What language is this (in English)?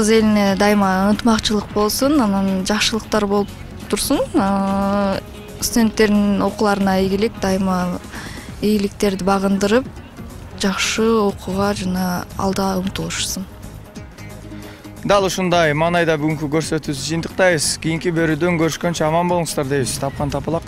Kyrgyz